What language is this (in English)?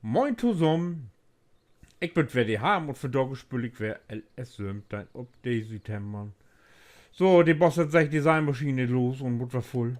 Low German